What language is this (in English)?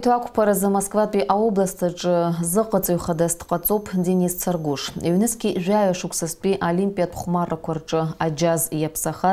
Abkhazian